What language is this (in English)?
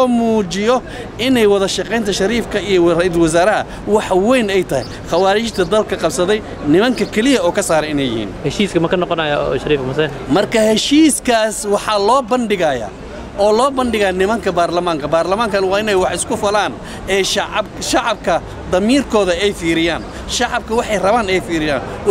Somali